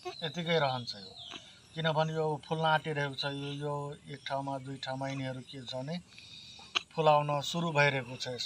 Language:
Nepali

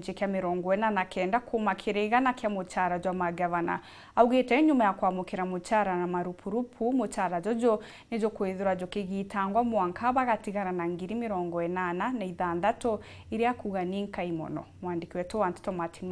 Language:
Meru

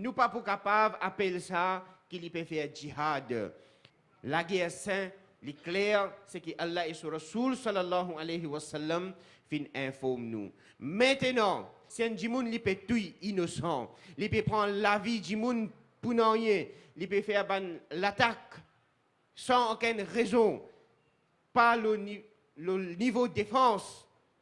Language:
Morisyen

